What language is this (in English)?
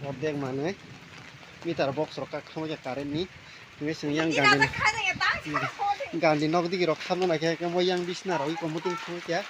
Kok Borok